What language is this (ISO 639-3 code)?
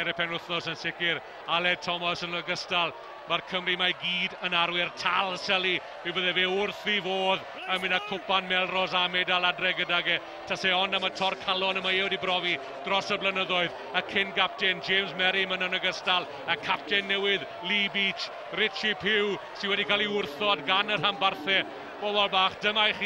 cym